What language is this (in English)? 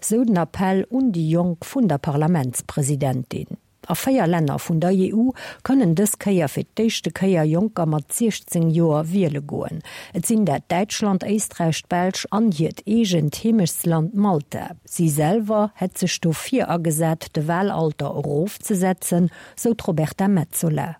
Luxembourgish